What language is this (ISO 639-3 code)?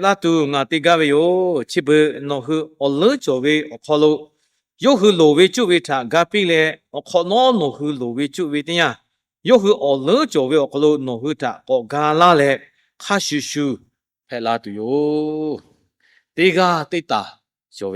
lhu